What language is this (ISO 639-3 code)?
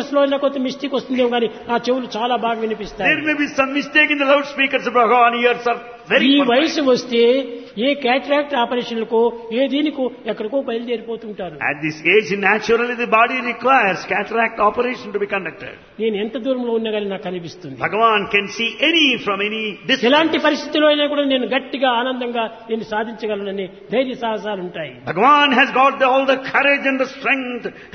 tel